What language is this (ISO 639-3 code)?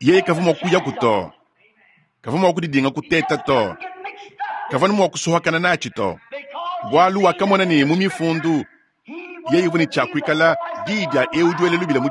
lua